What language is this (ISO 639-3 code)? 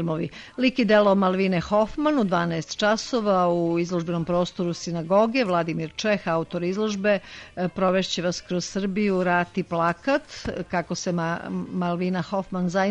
srp